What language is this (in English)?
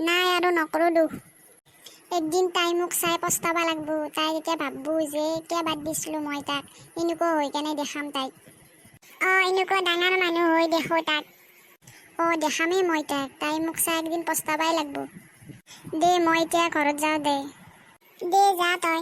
Assamese